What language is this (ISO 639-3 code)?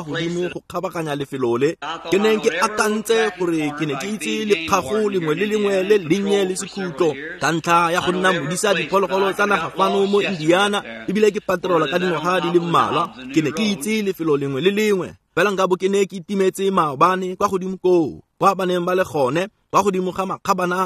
tsn